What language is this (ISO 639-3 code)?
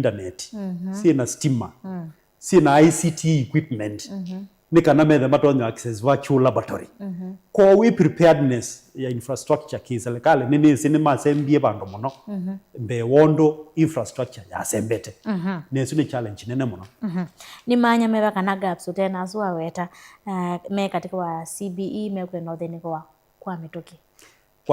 kam